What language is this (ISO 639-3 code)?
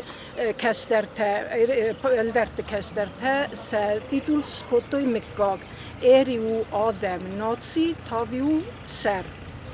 oss